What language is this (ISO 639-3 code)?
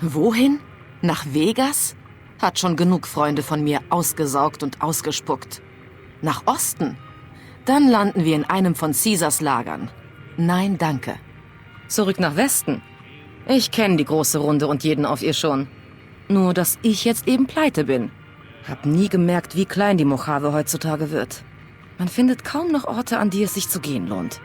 bar